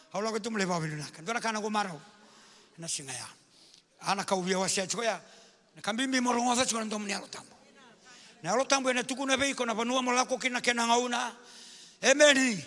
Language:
Fijian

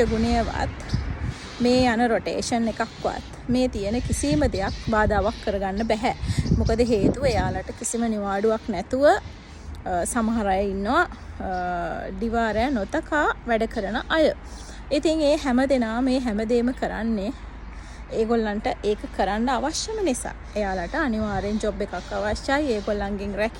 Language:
Sinhala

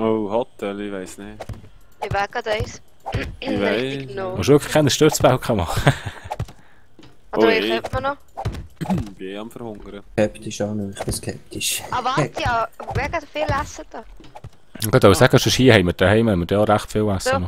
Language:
Swiss German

